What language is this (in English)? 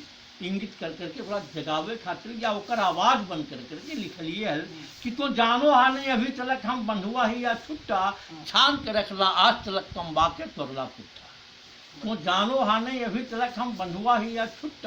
Magahi